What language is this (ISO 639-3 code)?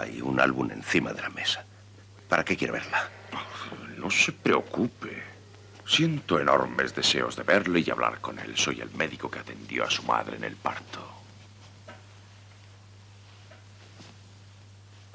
spa